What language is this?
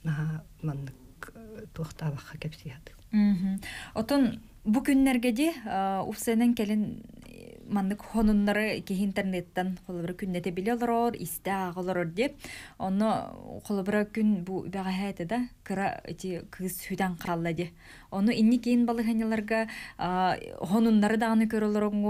Yakut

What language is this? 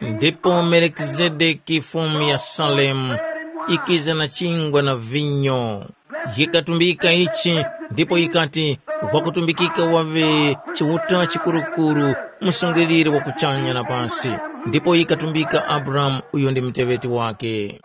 Tumbuka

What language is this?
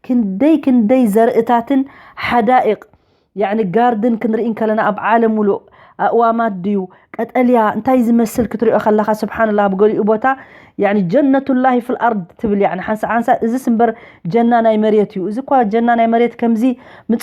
Tigrinya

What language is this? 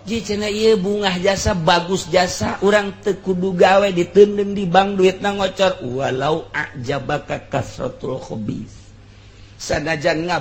Sundanese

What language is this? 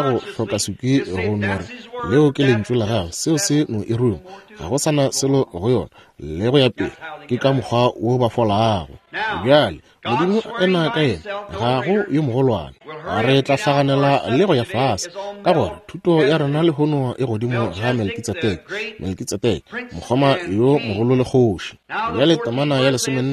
Northern Sotho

